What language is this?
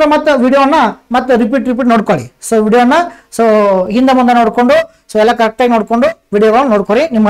Kannada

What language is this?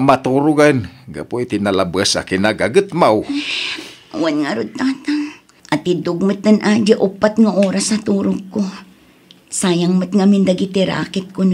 Iloko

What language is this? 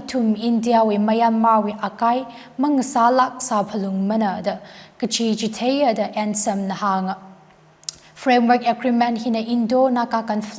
Tangkhul Naga (India)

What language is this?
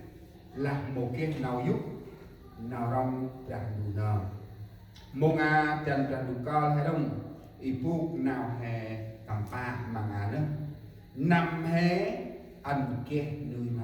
Central Mnong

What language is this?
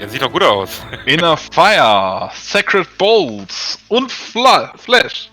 Swiss German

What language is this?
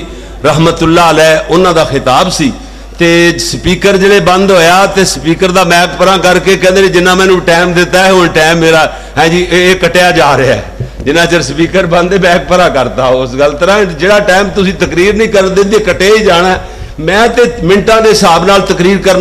Western Panjabi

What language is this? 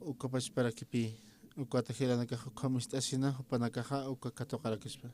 Aymara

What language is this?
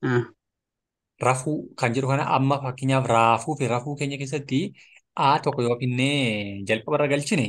Oromo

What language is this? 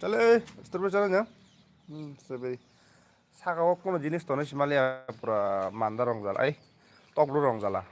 Kok Borok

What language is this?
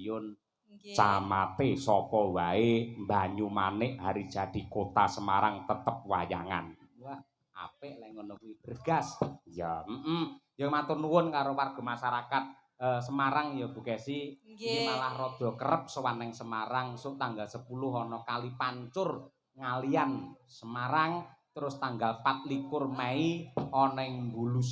Javanese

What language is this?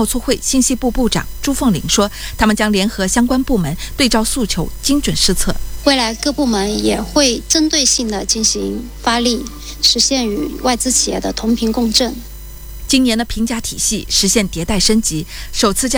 Chinese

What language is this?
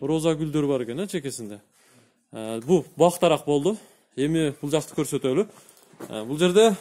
Kyrgyz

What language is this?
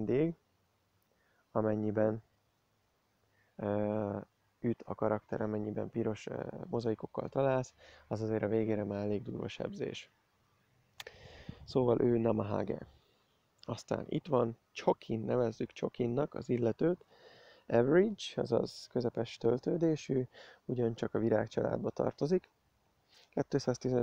Hungarian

